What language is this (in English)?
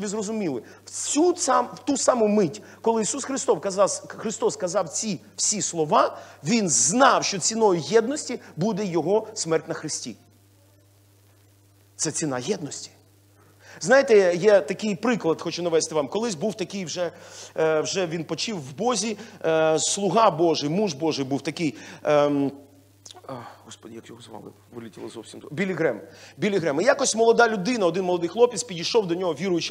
Ukrainian